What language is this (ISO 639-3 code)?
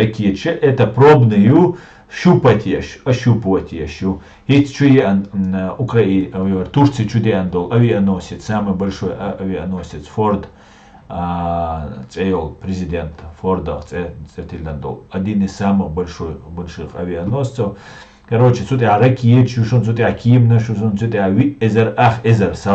che